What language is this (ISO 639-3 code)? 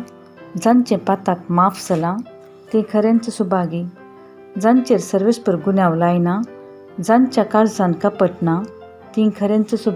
kok